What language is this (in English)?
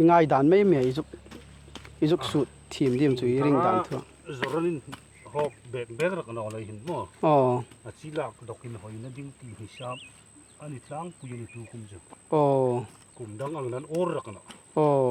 Hmar